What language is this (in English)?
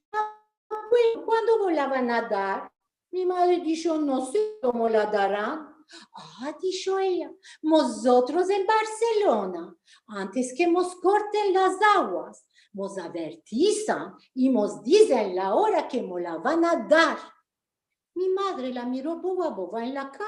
Ladino